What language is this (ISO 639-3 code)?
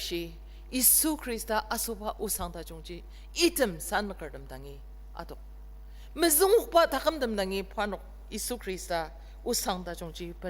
njo